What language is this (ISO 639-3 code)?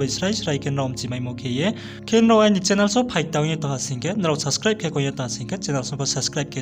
ria